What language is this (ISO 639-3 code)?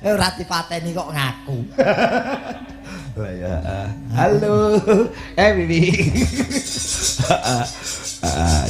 jav